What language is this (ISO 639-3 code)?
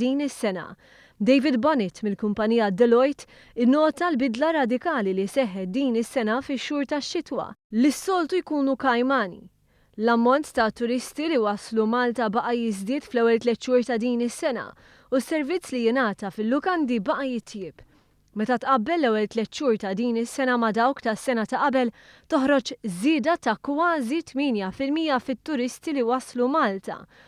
mlt